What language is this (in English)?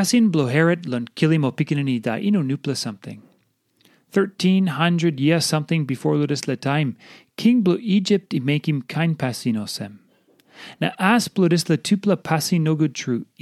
Tok Pisin